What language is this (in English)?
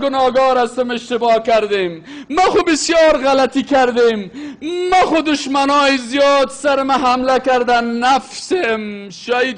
Persian